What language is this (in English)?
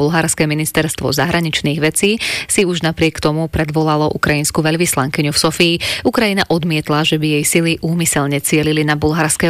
Slovak